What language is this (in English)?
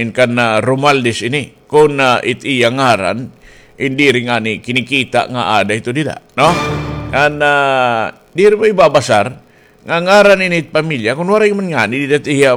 Waray